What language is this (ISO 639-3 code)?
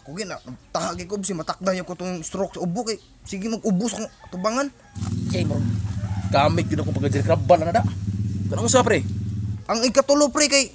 ceb